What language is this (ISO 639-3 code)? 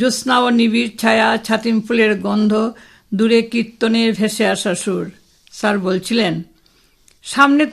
ben